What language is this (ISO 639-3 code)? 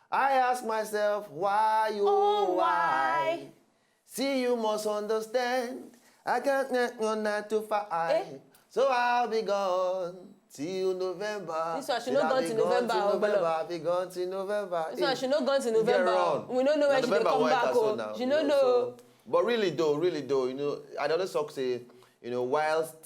pcm